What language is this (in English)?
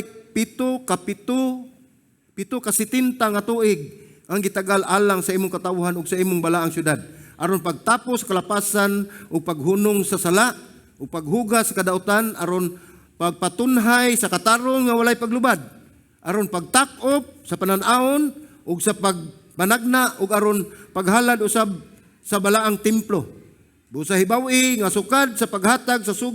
Cebuano